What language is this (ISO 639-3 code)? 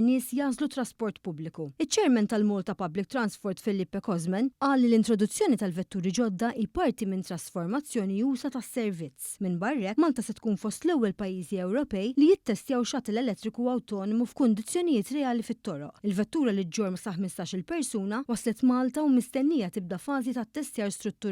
mlt